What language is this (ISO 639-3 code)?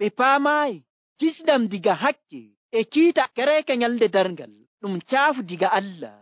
fuv